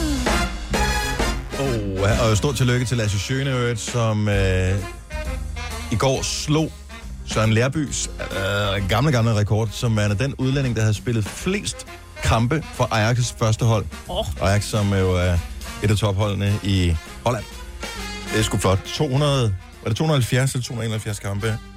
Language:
Danish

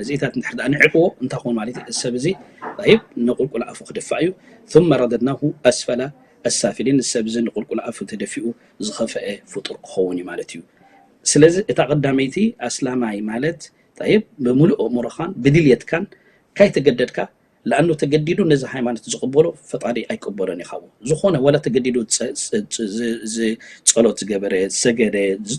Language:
Tigrinya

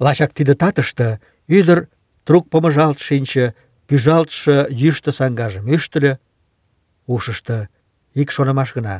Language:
Mari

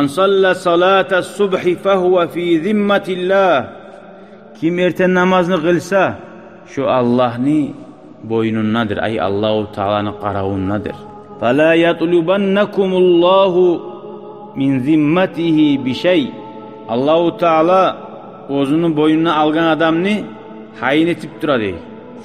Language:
Kumyk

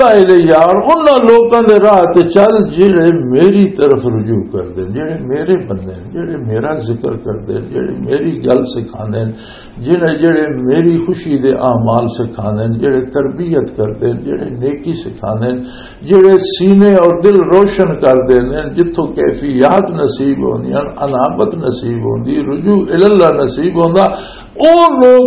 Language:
Western Panjabi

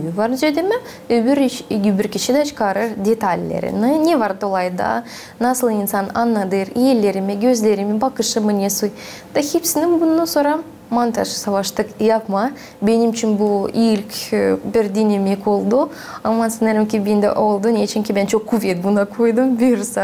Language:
Gagauz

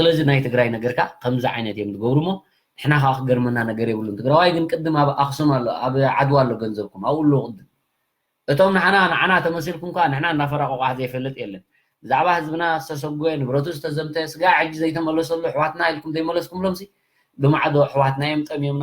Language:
Tigrinya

